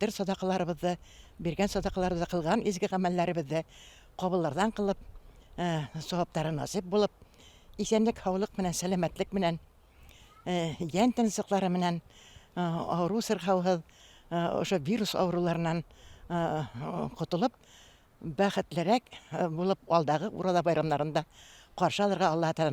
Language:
Bashkir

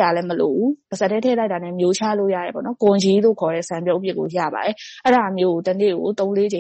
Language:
Burmese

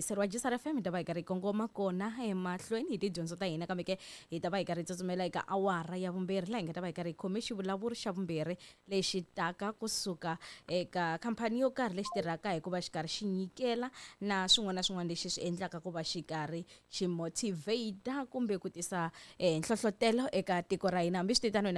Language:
Tsonga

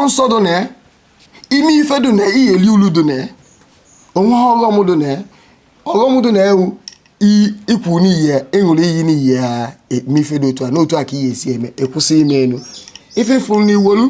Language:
Igbo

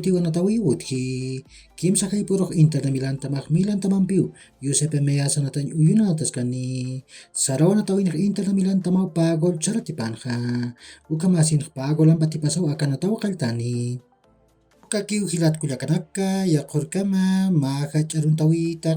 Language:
Aymara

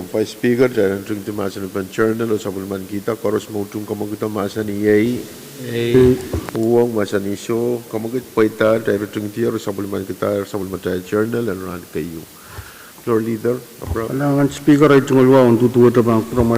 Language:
Pohnpeian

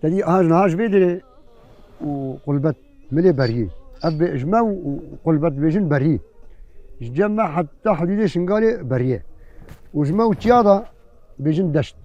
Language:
Kurdish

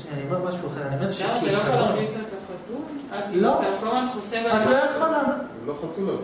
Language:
Hebrew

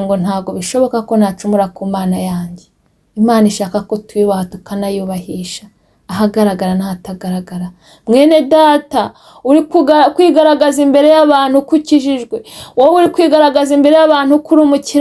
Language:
Kinyarwanda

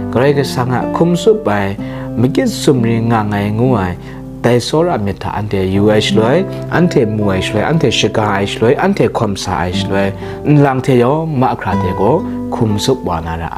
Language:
Kachin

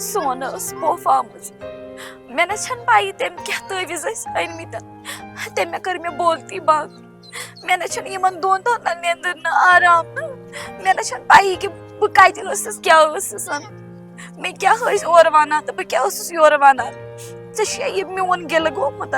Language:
Kashmiri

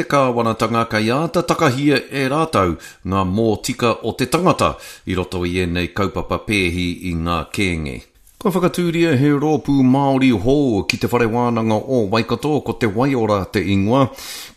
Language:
Māori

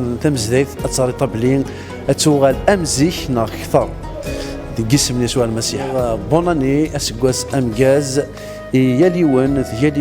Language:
Kabyle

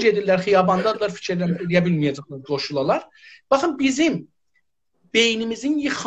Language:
South Azerbaijani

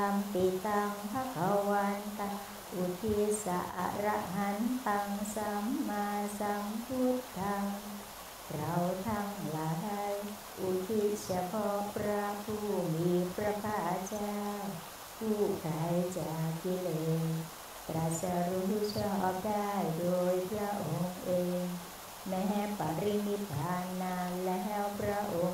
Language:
Thai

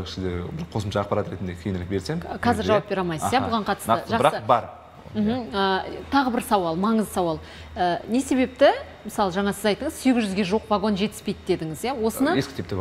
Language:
Kazakh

